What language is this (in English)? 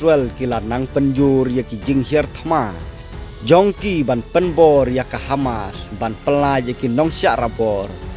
Khasi